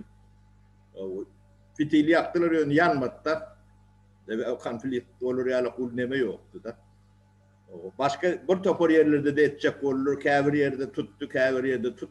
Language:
Turkmen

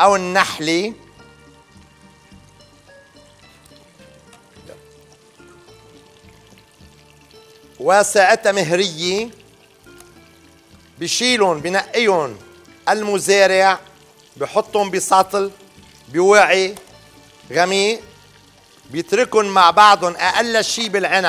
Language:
North Levantine Arabic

